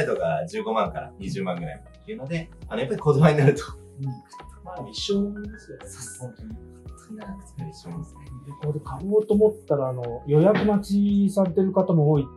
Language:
Japanese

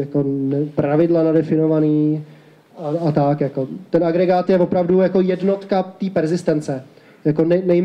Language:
Czech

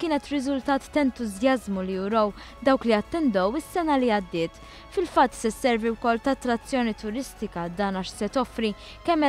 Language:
Maltese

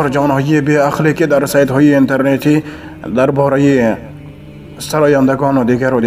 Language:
Tajik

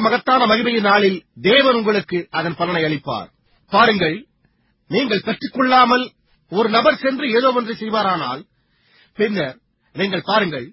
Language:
Tamil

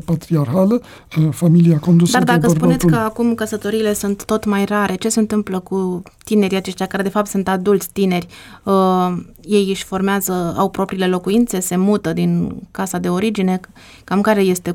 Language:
Romanian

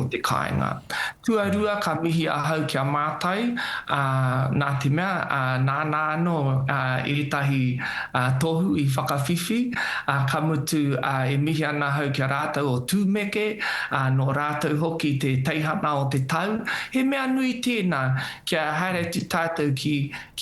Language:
Māori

